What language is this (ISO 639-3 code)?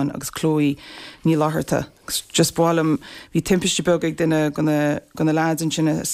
gle